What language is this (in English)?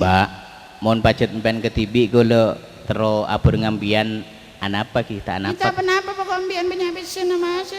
Madurese